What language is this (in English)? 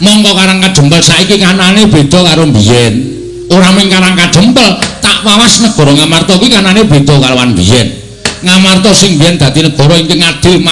Javanese